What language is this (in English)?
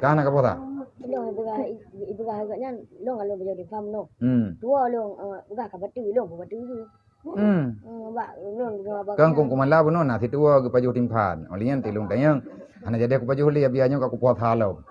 Achinese